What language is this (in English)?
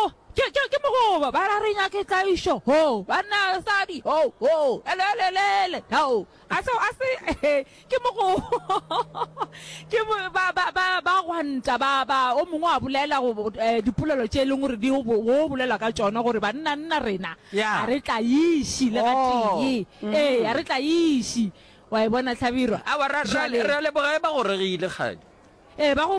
Northern Sotho